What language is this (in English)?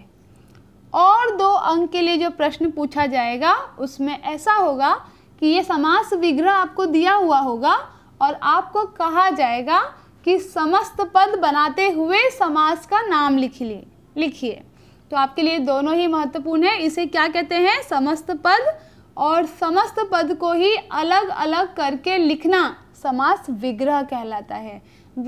Hindi